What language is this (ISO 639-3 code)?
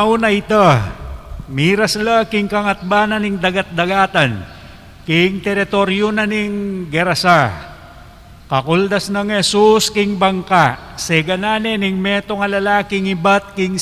pam